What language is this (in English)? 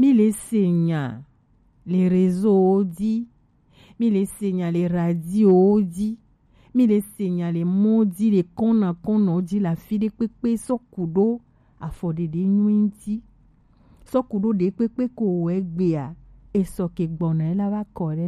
Gen